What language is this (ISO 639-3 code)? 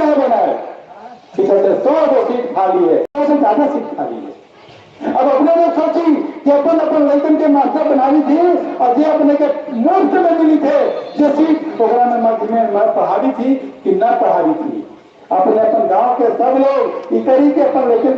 mag